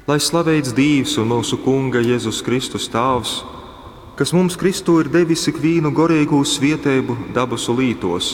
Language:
Latgalian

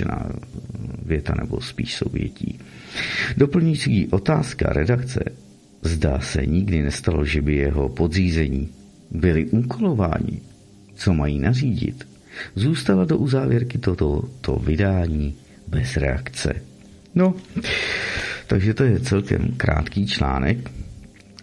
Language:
Czech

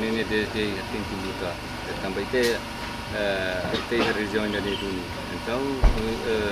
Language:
Tetum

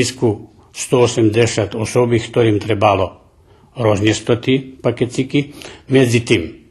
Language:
Rusyn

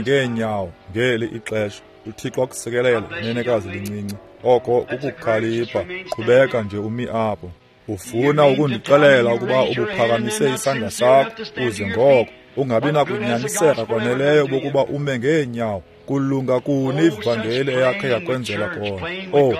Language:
Xhosa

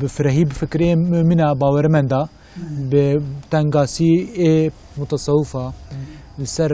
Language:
Kurdish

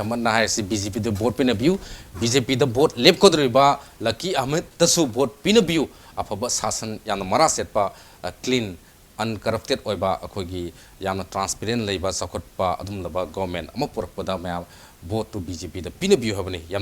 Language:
Manipuri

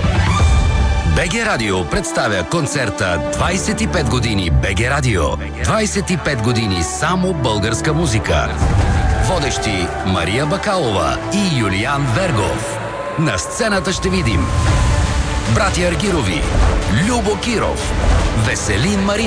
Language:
Bulgarian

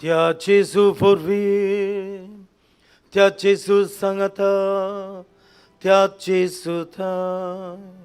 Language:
Konkani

